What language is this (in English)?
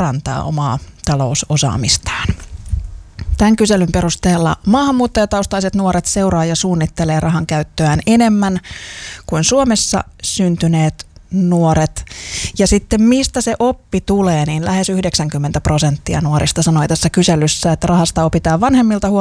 Finnish